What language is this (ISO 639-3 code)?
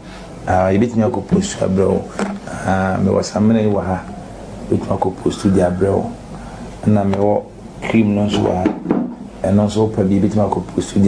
aka